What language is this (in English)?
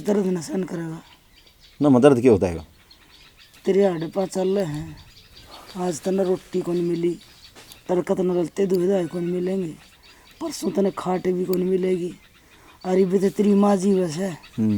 Haryanvi